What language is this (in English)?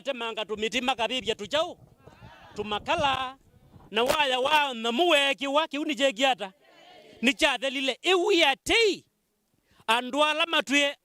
Kamba